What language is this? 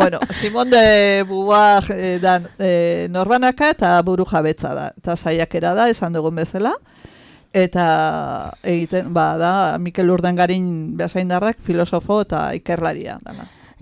Basque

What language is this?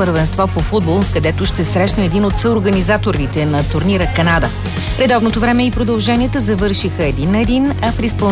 Bulgarian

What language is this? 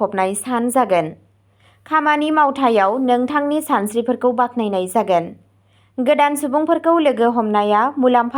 Bodo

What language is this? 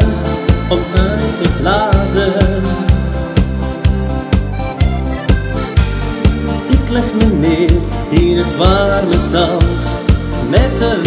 Dutch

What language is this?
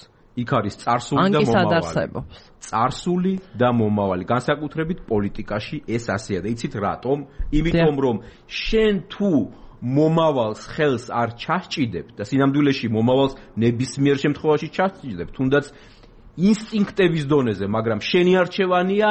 Georgian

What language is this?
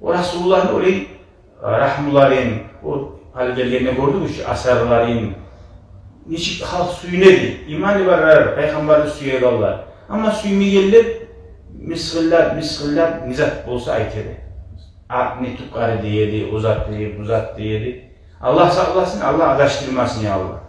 Kumyk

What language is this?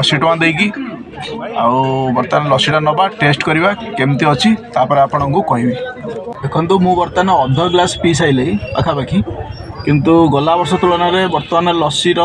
Odia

